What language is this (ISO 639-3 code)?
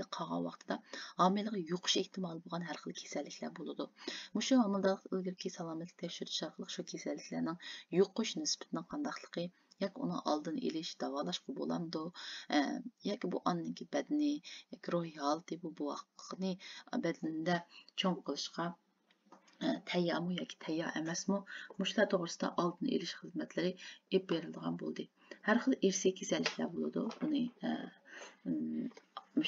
uig